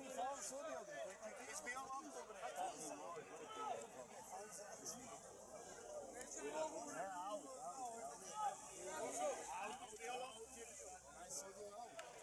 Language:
Serbian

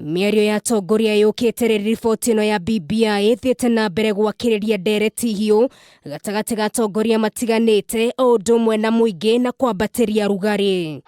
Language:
Kikuyu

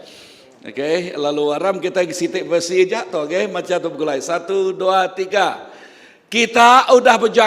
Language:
Iban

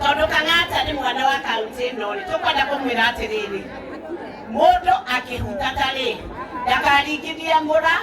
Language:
Kikuyu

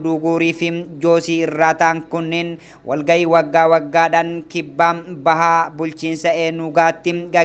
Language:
Oromo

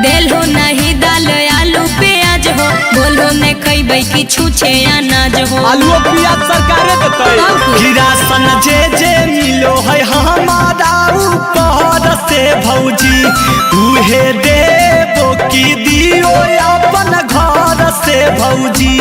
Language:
Magahi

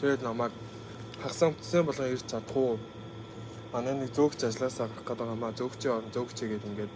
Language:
Mongolian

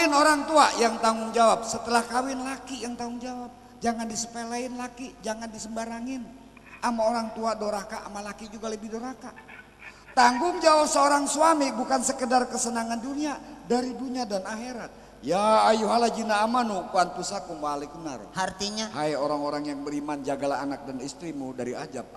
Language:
Betawi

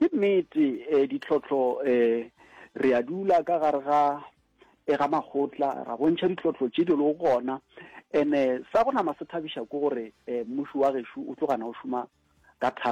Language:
Northern Sotho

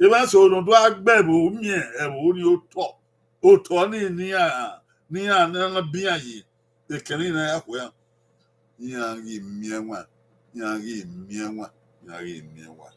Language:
Bini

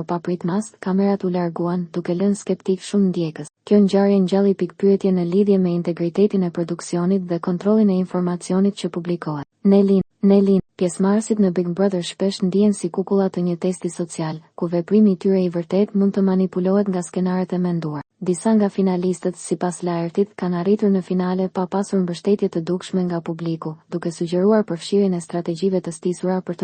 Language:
Albanian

